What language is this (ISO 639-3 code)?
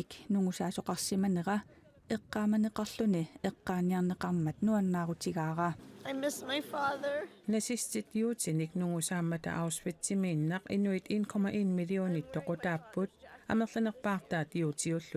kal